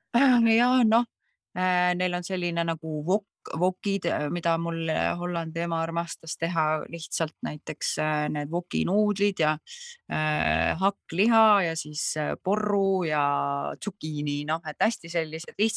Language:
Estonian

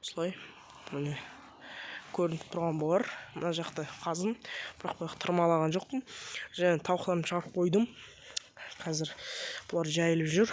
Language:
Kazakh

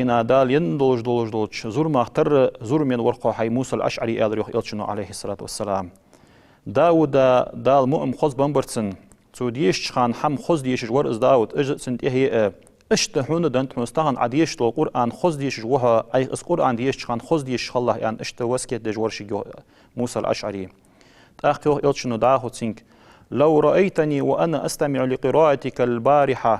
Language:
Ingush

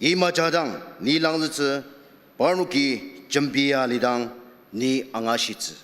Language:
Ao Naga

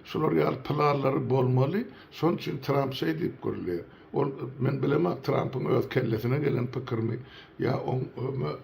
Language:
Turkmen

